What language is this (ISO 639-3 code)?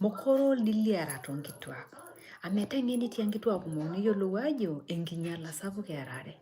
mas